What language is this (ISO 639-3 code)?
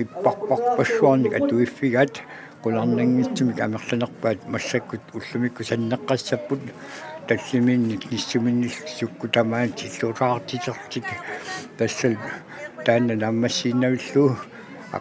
kal